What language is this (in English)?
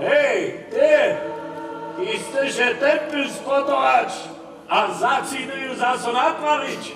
Upper Sorbian